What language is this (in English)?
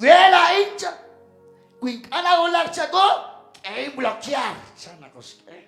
Kekchí